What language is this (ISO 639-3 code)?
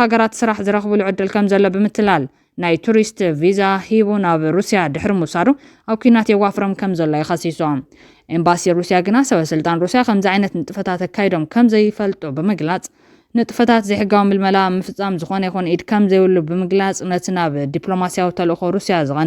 tir